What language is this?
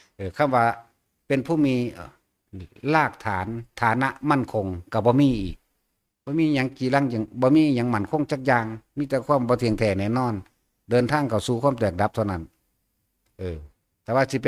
Northeastern Thai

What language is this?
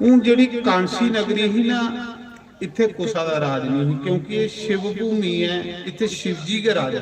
Dogri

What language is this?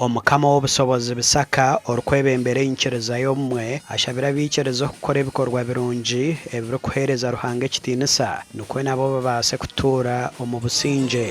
Nyankole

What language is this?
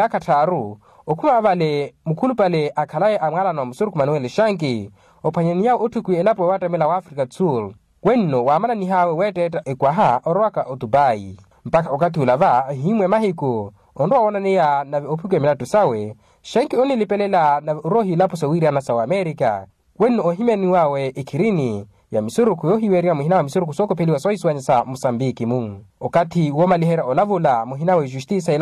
Makhuwa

